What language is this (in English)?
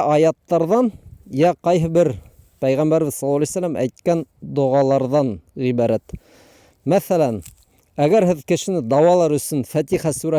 Bashkir